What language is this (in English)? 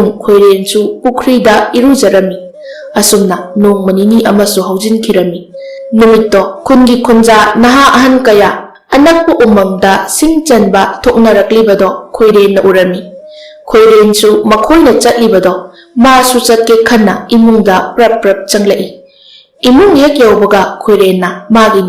Manipuri